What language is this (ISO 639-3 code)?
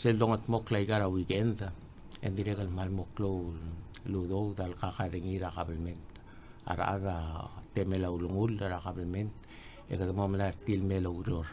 pau